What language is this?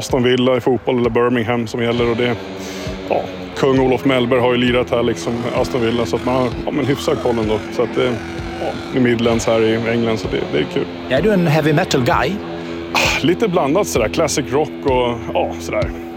Swedish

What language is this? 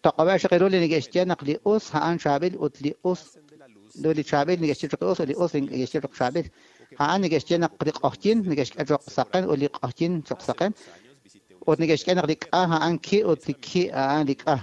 Kekchí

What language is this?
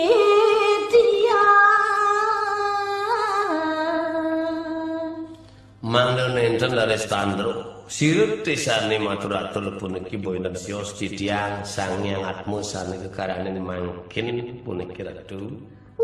Balinese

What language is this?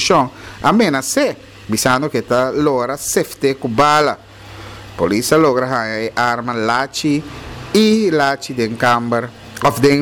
Papiamento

